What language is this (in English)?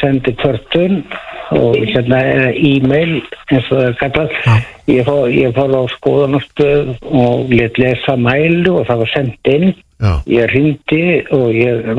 Icelandic